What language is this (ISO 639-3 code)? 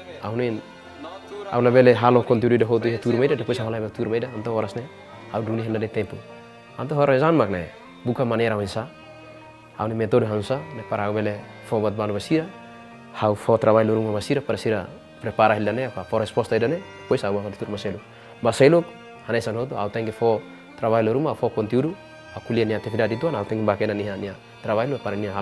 tet